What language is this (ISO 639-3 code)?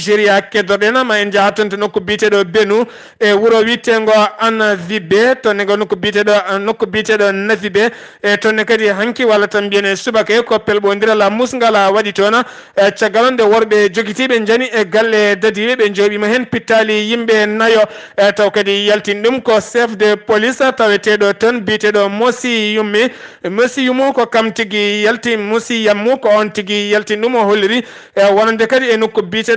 ful